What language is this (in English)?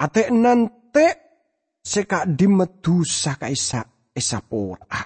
Madurese